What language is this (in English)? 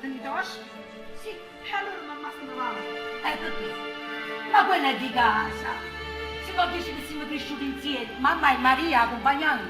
Neapolitan